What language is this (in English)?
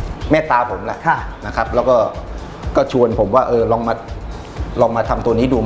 Thai